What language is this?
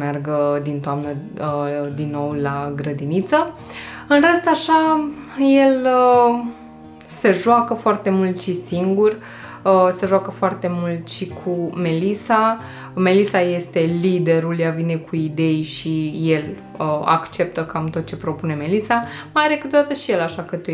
Romanian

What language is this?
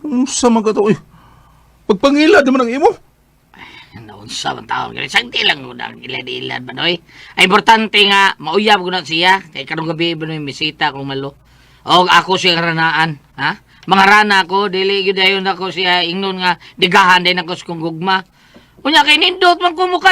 Cebuano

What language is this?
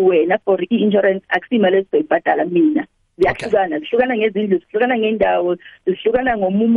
South Ndebele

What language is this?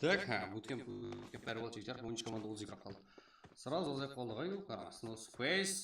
Kara-Kalpak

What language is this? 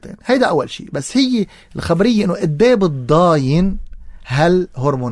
North Levantine Arabic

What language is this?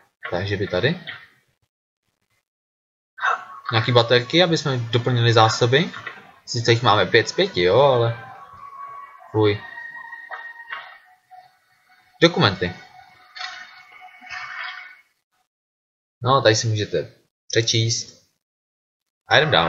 Czech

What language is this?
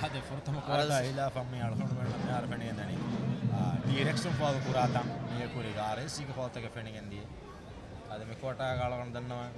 Divehi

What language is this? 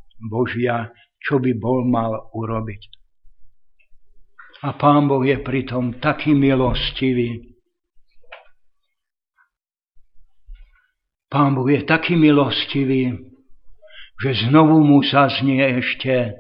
Slovak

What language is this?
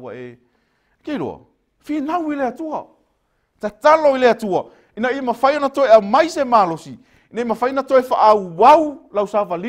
Samoan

